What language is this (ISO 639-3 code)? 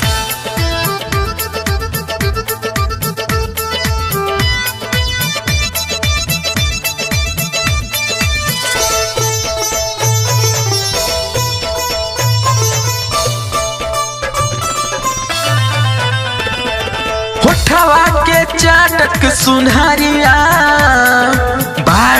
bho